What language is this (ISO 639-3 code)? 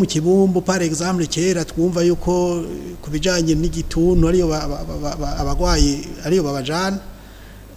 run